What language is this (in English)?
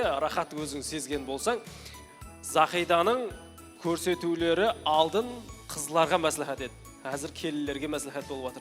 Kara-Kalpak